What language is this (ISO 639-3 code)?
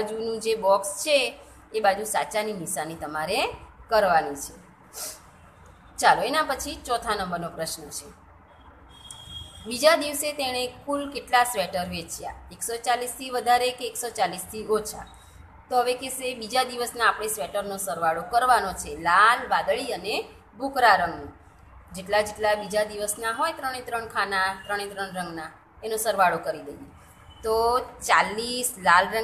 guj